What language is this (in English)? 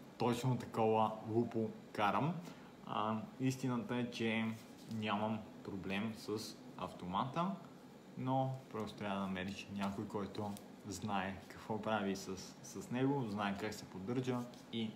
Bulgarian